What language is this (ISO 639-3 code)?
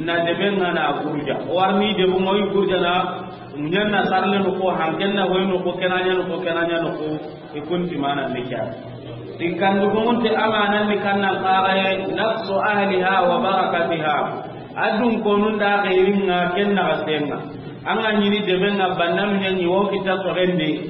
snk